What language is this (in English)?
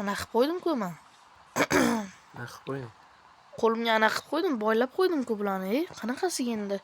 Uzbek